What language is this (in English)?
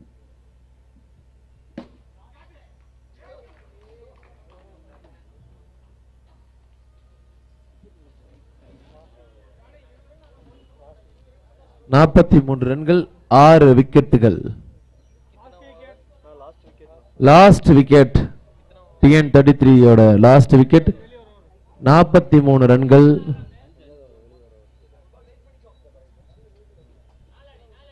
Tamil